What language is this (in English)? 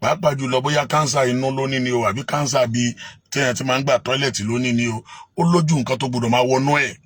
Yoruba